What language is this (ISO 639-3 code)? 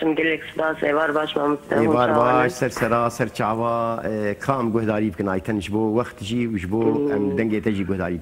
kur